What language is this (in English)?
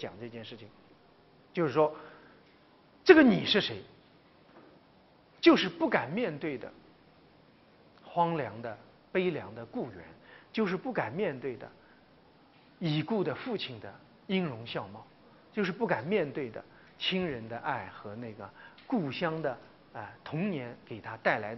Chinese